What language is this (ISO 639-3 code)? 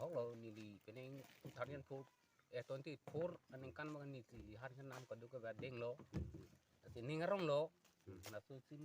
mjw